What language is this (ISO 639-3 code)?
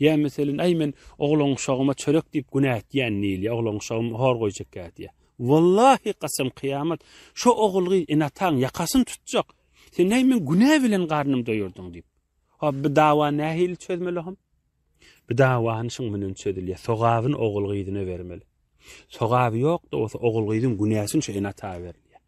tuk